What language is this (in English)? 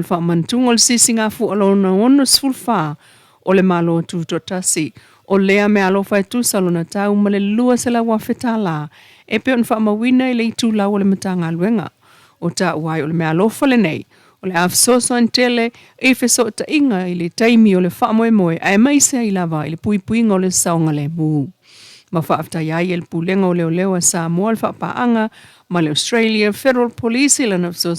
Samoan